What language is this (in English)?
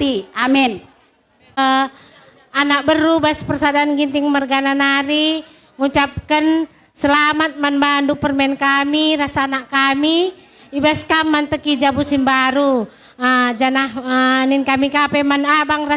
Batak Karo